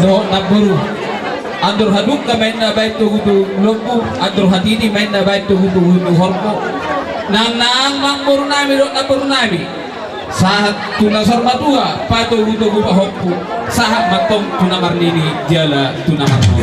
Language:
Batak Toba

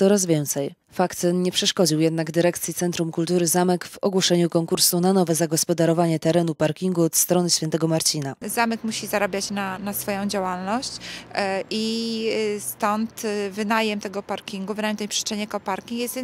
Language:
Polish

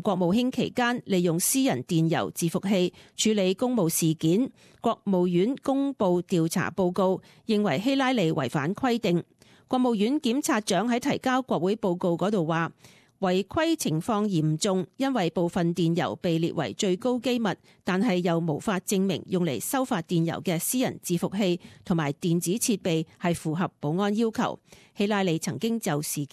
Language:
Cantonese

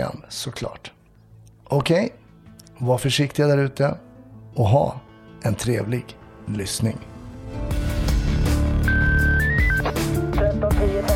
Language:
Swedish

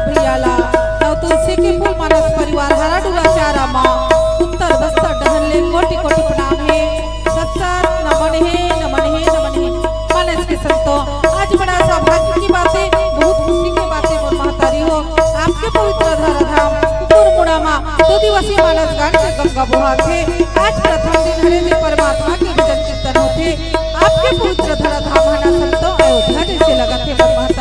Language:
Chhattisgarhi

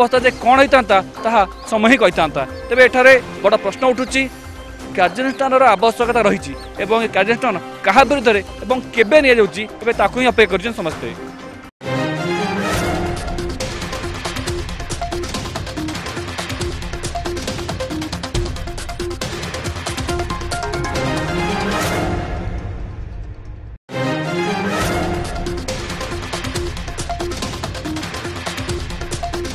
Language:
Odia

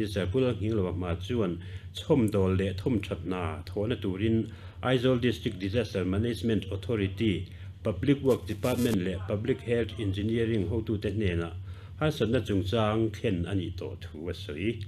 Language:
Mizo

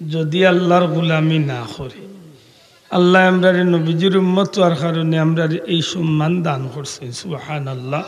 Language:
Sylheti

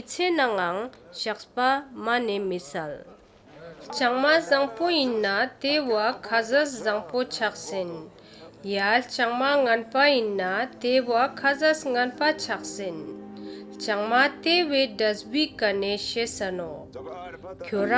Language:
Ladakhi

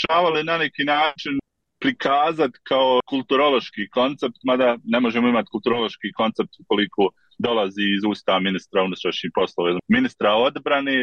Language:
Bosnian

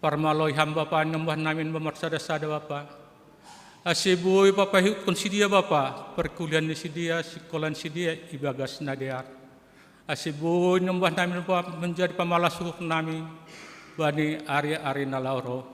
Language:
Batak Simalungun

